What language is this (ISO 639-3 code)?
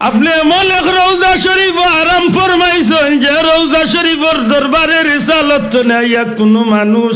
syl